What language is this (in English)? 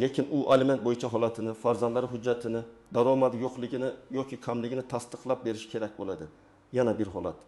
Uzbek